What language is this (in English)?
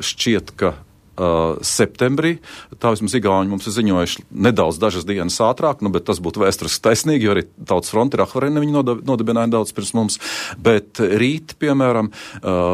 Latvian